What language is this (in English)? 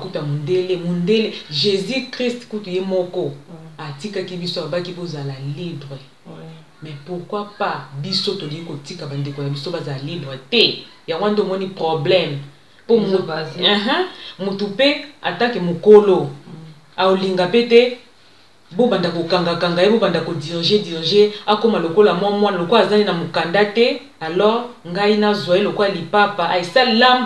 Lingala